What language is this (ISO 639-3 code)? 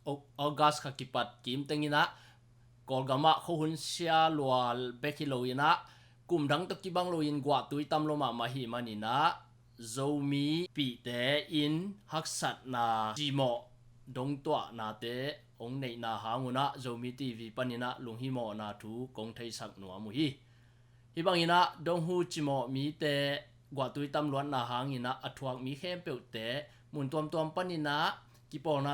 ctd